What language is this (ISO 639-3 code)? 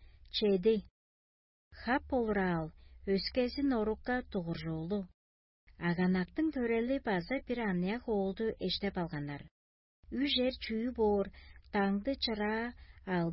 tyv